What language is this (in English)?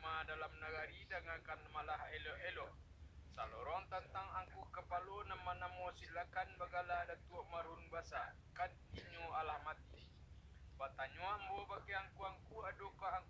Minangkabau